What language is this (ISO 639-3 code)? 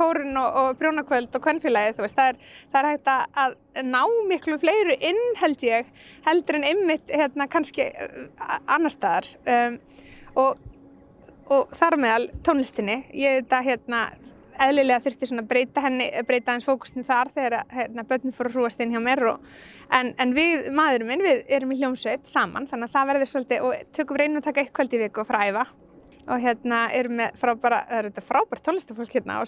isl